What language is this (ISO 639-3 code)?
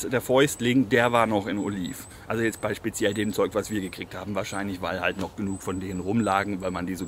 deu